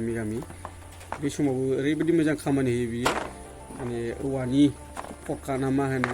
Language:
Bodo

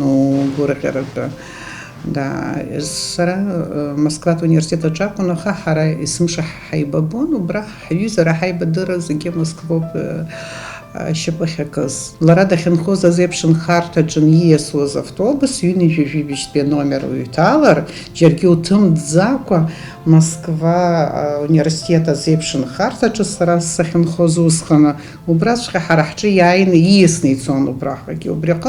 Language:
Abkhazian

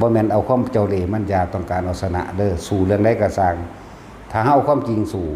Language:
Northeastern Thai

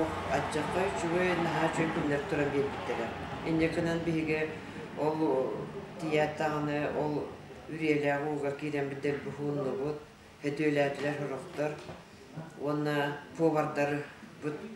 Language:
Yakut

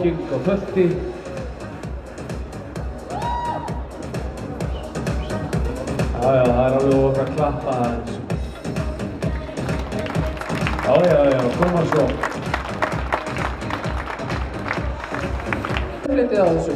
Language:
Icelandic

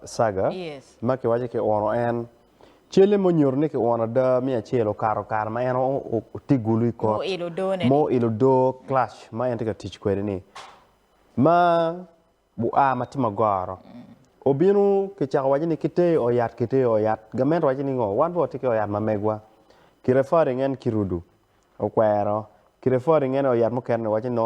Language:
Acoli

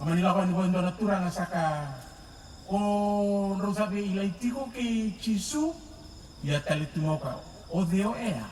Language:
Fijian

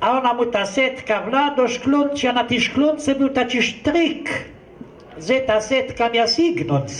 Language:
Kashubian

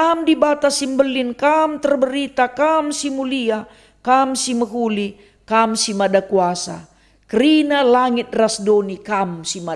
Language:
Batak Karo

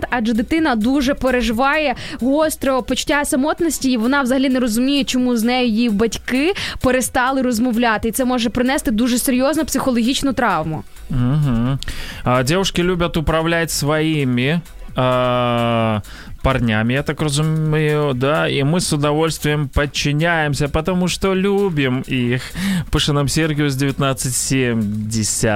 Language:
Ukrainian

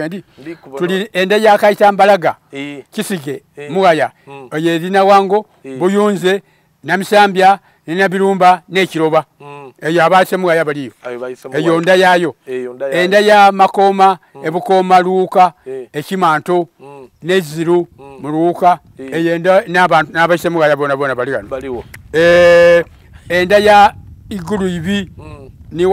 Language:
Soga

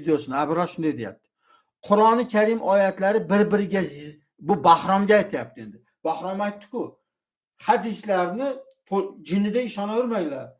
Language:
Uzbek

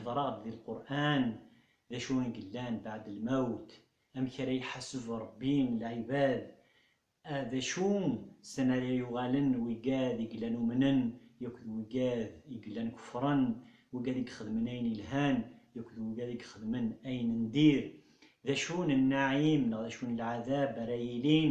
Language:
Kabyle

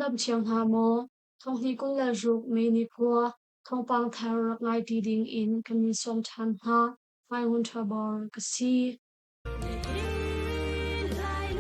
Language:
Hakha Chin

